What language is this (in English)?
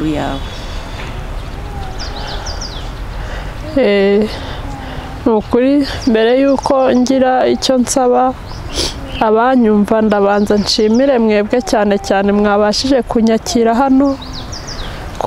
Kinyarwanda